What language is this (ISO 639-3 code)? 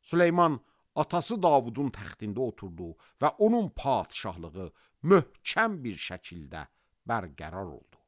aze